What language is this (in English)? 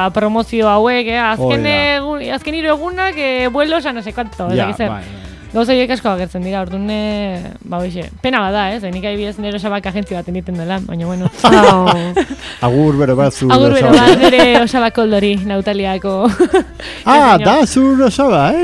Basque